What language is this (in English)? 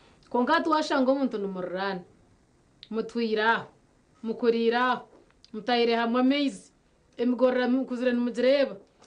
Nyankole